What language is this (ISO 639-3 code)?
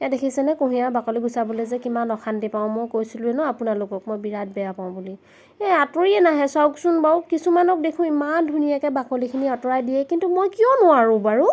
asm